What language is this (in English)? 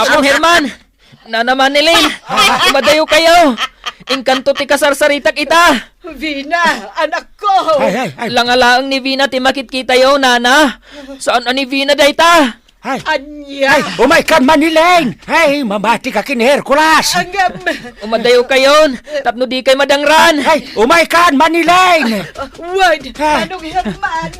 Iloko